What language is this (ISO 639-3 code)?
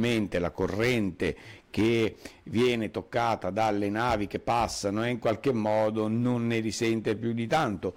ita